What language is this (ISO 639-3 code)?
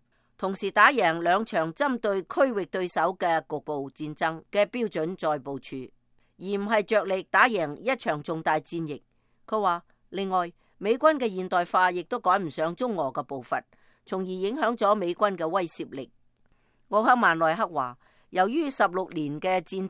yue